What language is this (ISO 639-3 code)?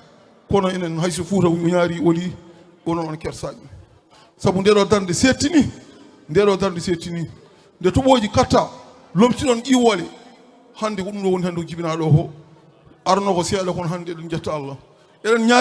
ful